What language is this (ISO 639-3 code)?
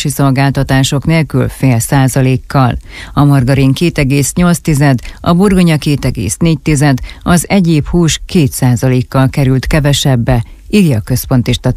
hun